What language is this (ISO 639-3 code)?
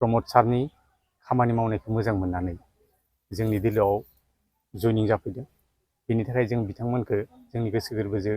brx